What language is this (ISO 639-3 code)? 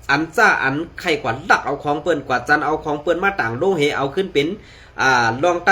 shn